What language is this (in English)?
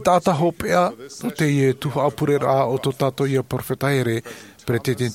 Tahitian